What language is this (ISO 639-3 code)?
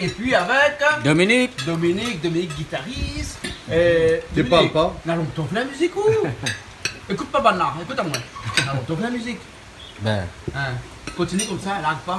rcf